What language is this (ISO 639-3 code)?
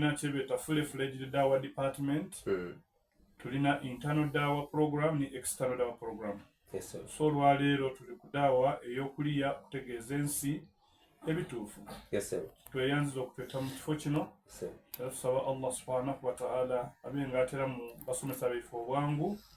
xog